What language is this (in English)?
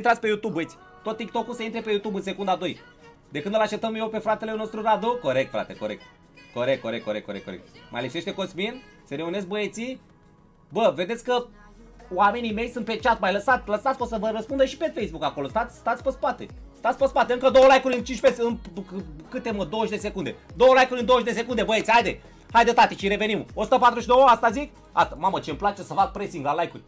Romanian